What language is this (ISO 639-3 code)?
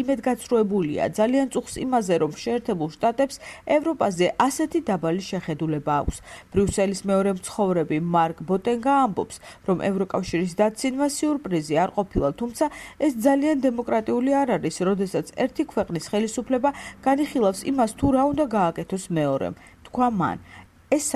kat